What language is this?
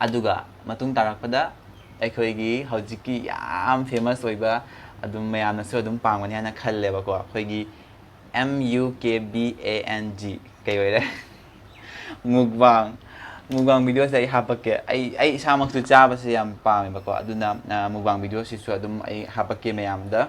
Manipuri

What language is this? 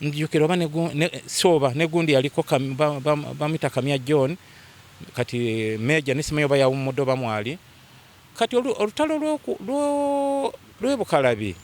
Ganda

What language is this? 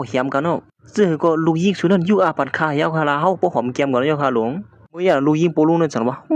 Shan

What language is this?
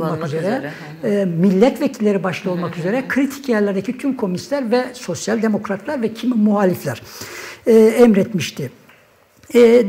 Turkish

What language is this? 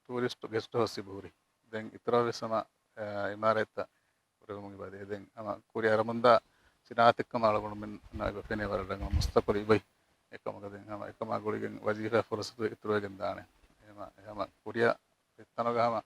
Divehi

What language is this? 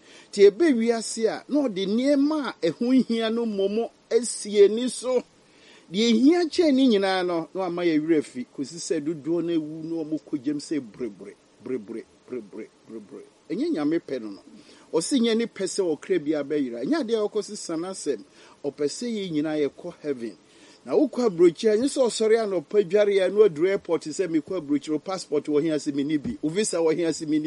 Akan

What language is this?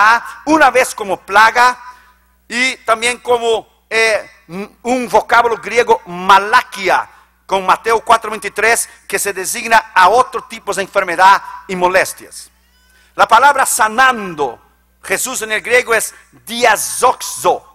Spanish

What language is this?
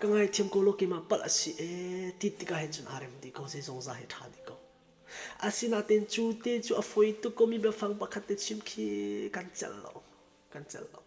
Falam Chin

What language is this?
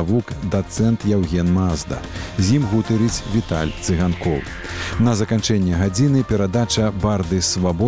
Belarusian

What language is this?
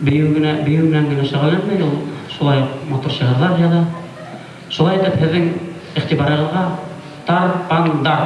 Bashkir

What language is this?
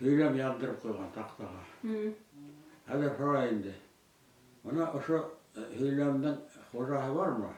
Bashkir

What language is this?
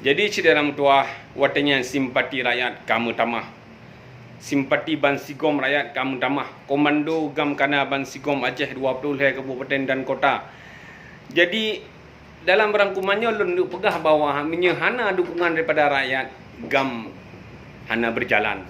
Achinese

